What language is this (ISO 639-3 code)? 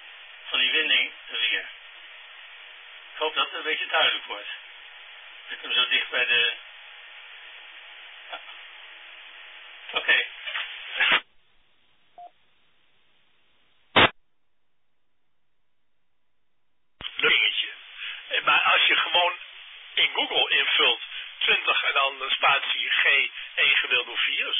nld